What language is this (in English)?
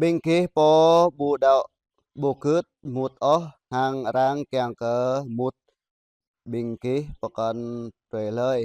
Jarai